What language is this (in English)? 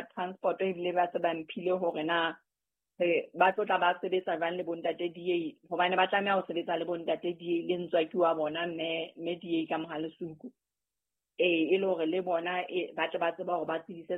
Southern Sotho